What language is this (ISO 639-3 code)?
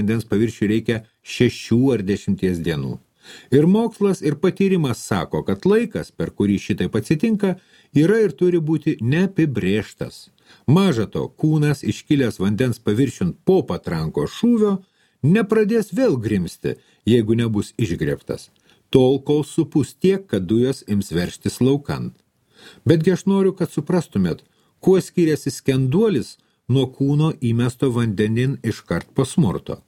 lit